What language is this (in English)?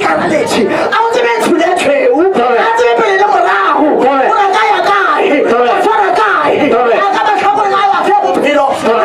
Northern Sotho